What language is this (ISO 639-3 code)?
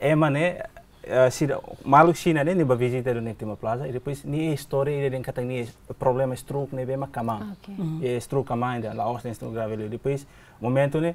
tet